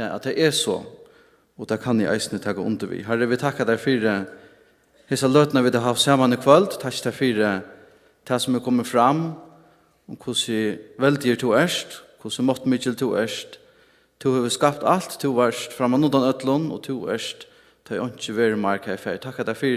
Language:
Faroese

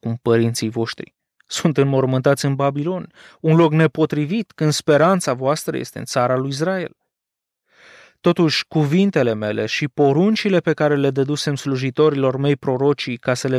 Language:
Romanian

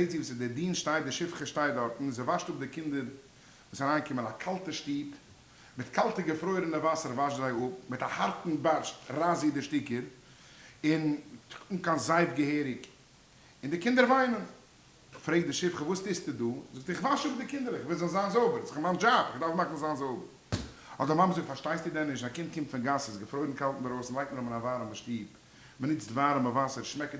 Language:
Yiddish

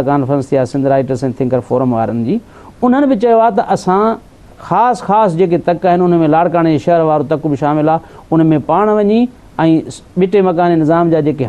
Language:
Sindhi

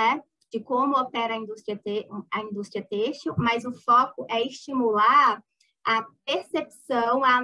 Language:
Portuguese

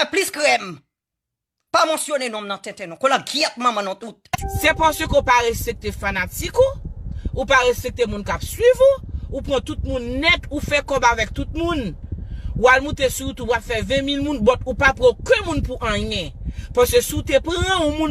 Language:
Haitian Creole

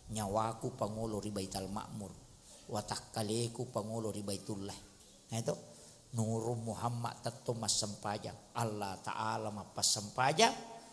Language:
Buginese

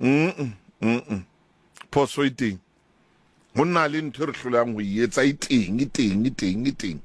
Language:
Southern Sotho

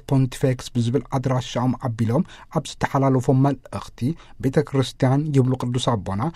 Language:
Tigrinya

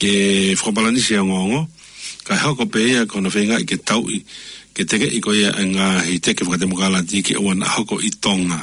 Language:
Tongan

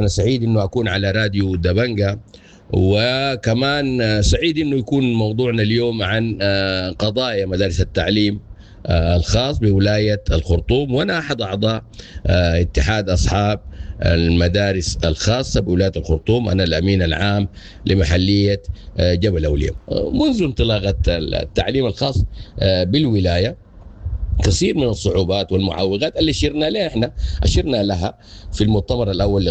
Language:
Sudanese Arabic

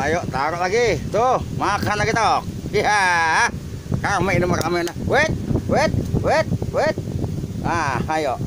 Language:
Betawi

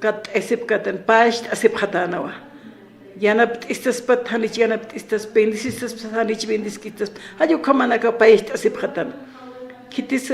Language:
Aymara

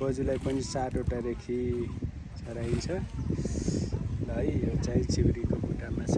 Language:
Nepali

